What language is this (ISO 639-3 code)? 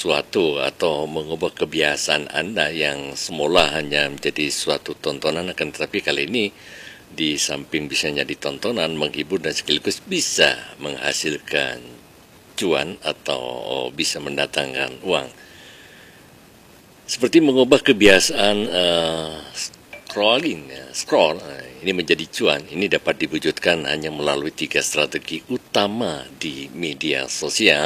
ind